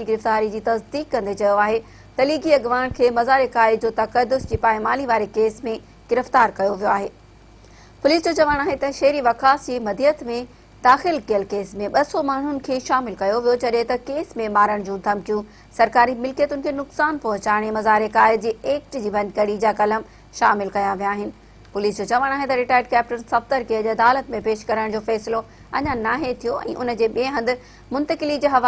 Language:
Sindhi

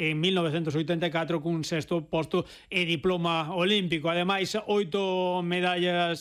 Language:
Galician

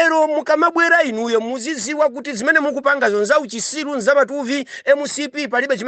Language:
Nyanja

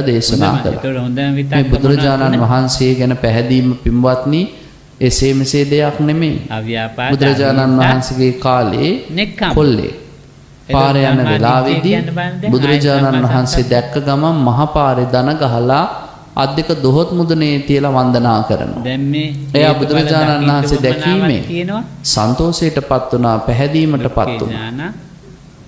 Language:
Sinhala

